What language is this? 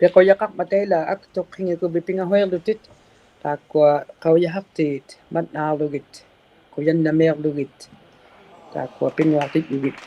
Inuktitut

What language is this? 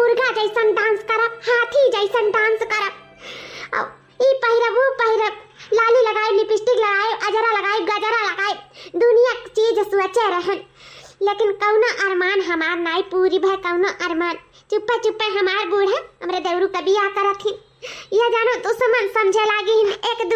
Awadhi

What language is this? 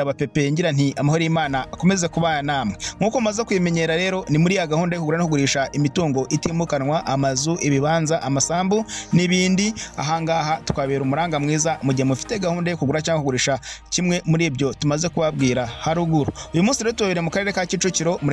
Kinyarwanda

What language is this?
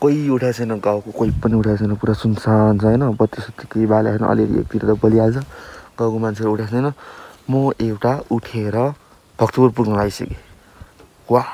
Nepali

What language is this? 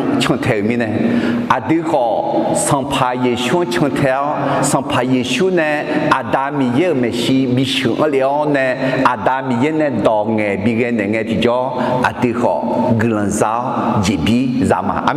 Akha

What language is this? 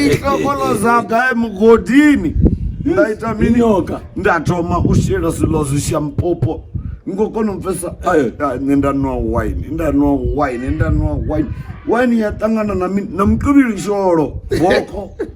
Venda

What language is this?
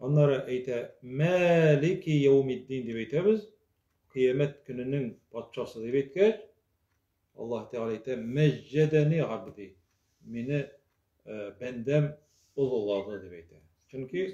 Tatar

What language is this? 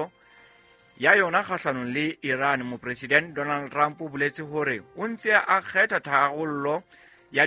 Southern Sotho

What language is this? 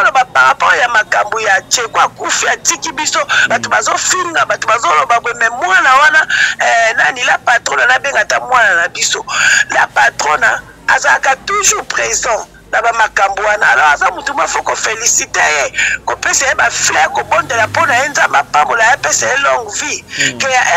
Lingala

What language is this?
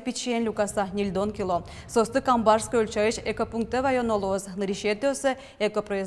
Udmurt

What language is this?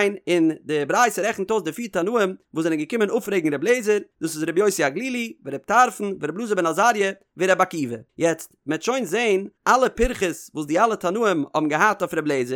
Yiddish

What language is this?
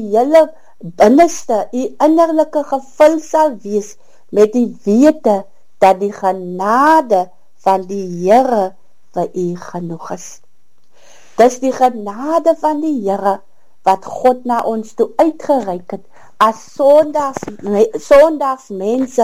Afrikaans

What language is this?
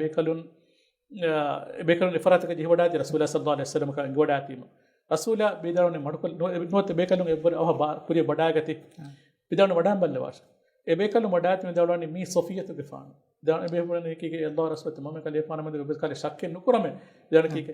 Divehi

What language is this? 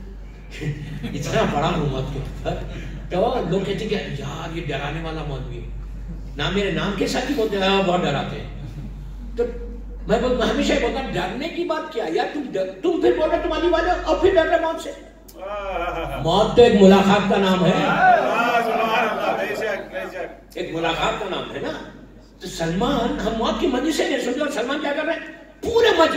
Urdu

